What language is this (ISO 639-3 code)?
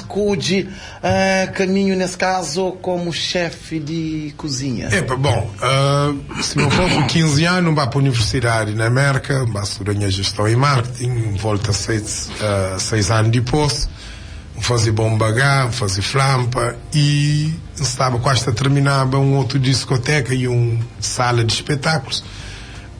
kea